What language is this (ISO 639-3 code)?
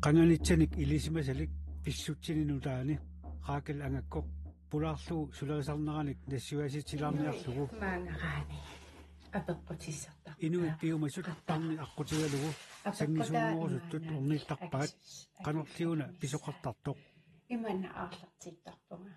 kal